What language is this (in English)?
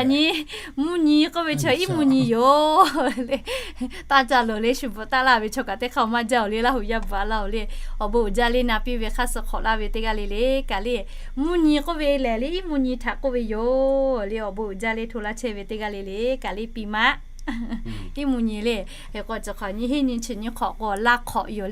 Lahu